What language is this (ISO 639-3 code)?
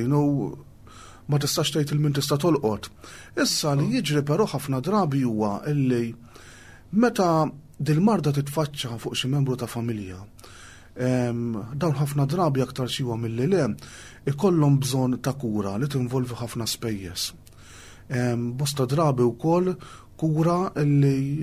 mlt